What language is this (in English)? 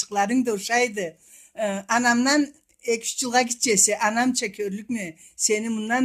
Karachay-Balkar